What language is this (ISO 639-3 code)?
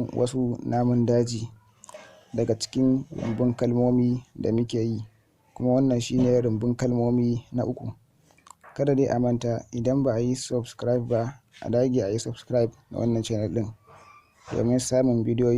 hau